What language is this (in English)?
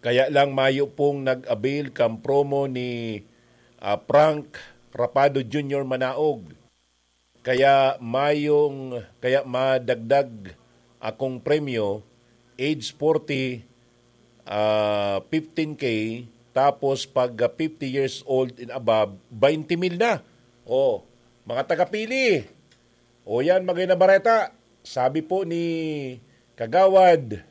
Bikol